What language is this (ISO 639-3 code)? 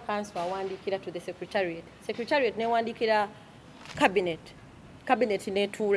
lug